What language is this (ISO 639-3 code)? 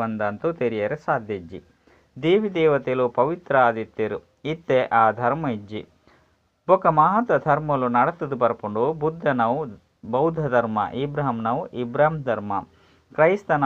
tcy